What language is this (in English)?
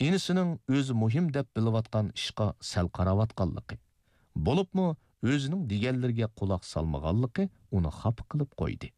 Uyghur